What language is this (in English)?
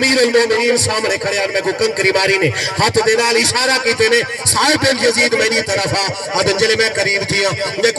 Saraiki